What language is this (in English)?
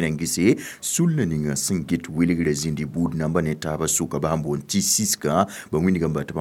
Mossi